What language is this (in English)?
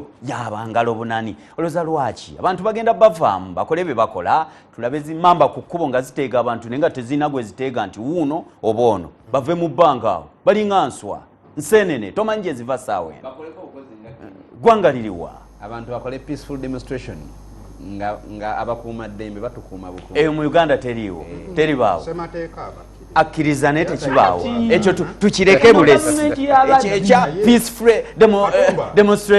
Ganda